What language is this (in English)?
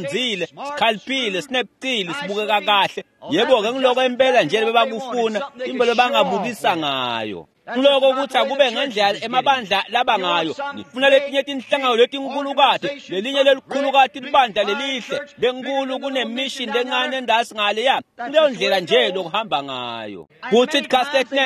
Swati